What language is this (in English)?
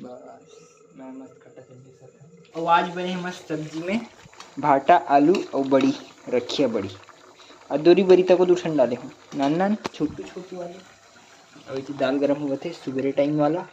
Chhattisgarhi